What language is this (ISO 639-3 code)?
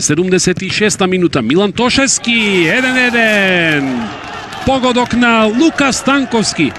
mkd